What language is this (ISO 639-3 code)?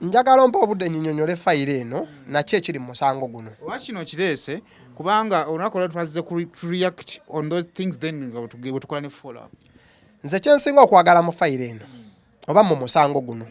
lug